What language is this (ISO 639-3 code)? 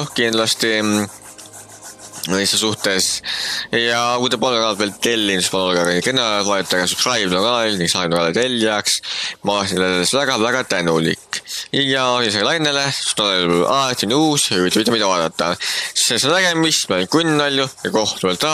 est